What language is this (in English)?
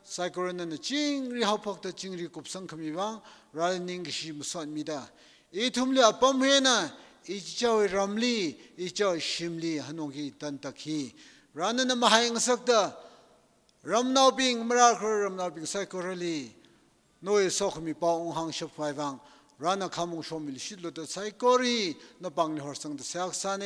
Tangkhul Naga (India)